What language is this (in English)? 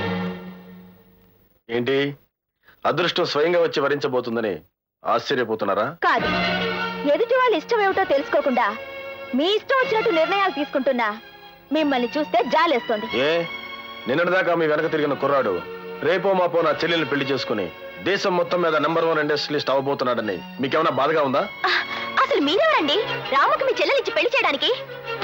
Telugu